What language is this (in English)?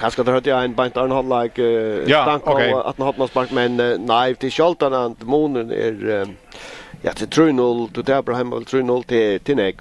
Faroese